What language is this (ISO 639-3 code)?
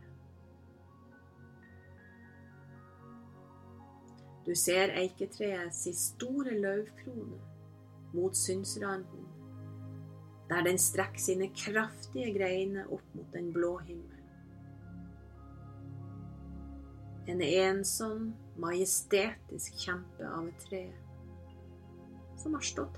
nor